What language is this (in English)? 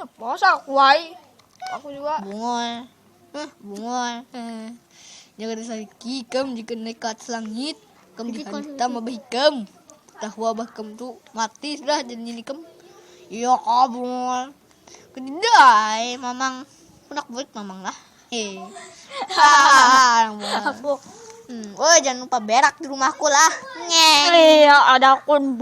Banjar